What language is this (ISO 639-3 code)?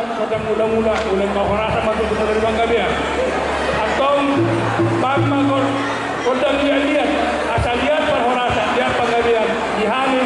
bbc